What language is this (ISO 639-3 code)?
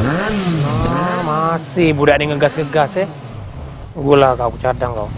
mui